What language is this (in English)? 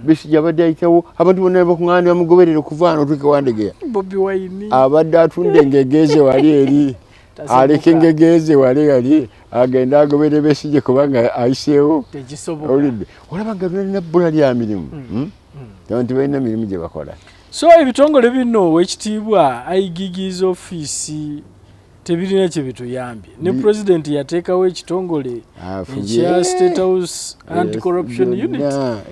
Ganda